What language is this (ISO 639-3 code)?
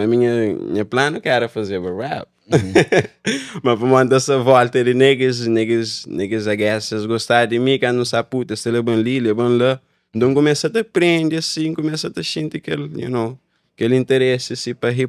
kea